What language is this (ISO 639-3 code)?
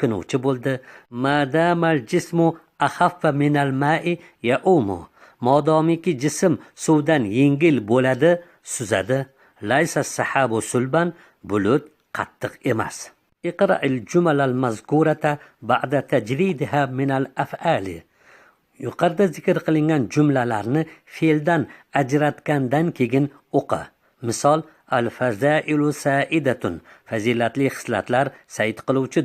uzb